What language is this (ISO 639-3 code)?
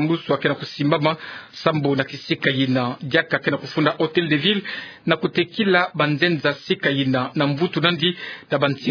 ktu